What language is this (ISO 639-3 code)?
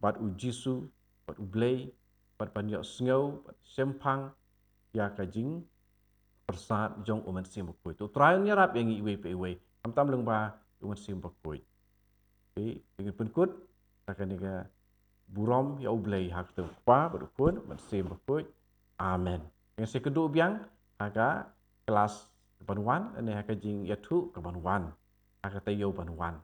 kha